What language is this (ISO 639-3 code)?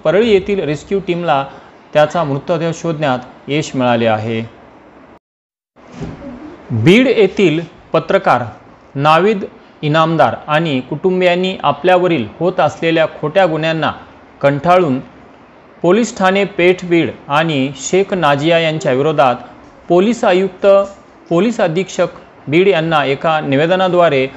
mar